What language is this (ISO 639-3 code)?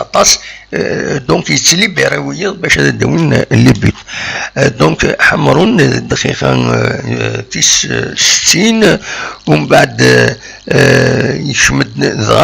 kab